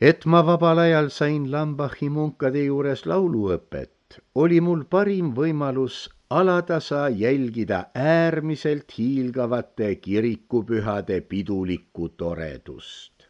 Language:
Estonian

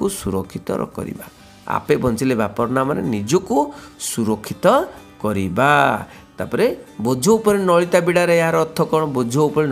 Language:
Odia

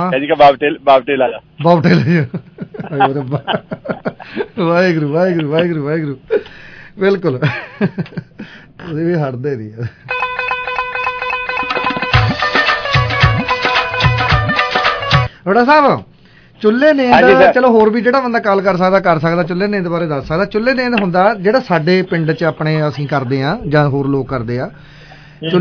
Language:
Punjabi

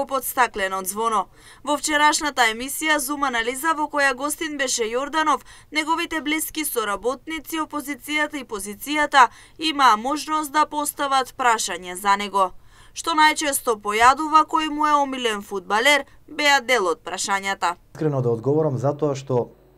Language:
Macedonian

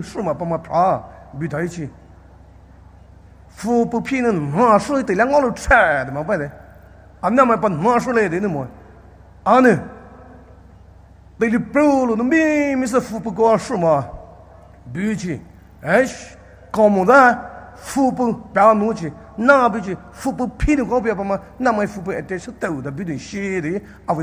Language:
Poumei Naga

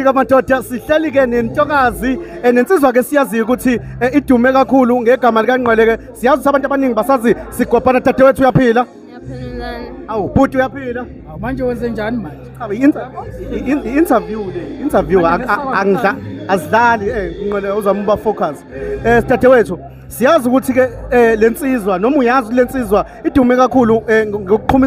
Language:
Zulu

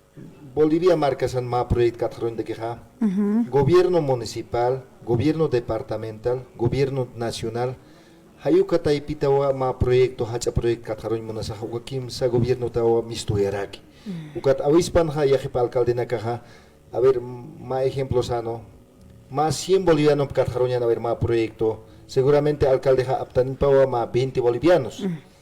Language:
Aymara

